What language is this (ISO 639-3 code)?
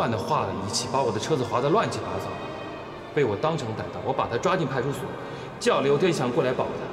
zho